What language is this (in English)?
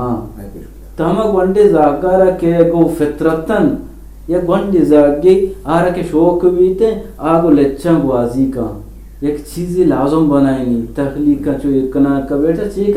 Eastern Balochi